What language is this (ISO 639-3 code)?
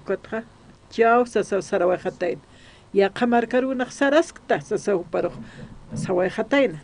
aym